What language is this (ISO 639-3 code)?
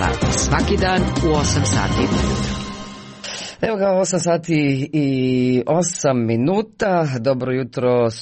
hrv